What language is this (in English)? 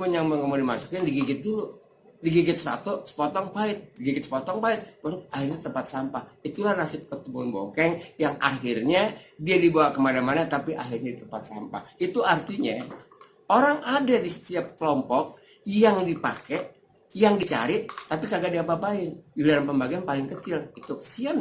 Betawi